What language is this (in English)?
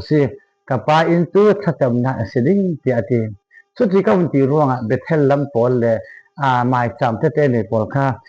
Falam Chin